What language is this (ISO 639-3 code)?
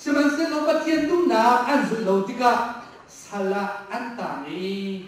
cnh